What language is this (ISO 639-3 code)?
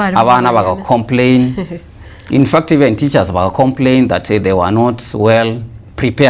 guz